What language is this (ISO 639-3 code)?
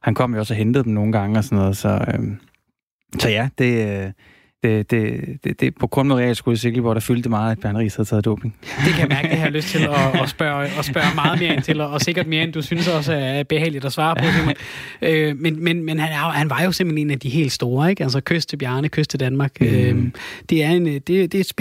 dan